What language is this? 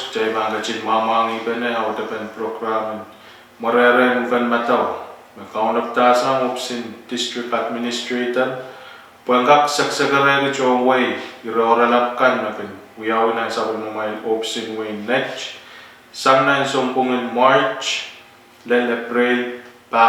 Pohnpeian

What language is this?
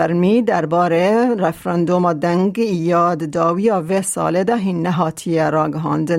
Kurdish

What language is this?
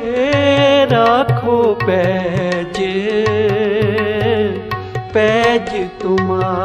Punjabi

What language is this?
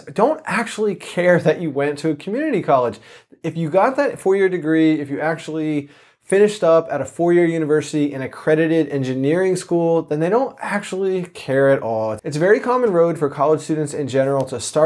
English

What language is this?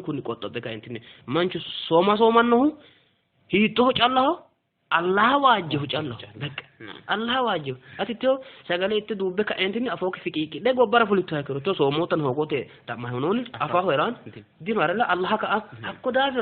Sidamo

